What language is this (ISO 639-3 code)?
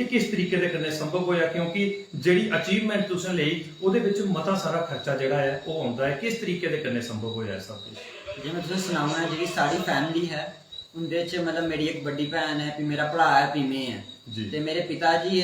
doi